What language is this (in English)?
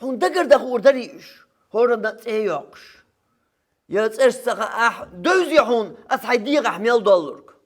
Chechen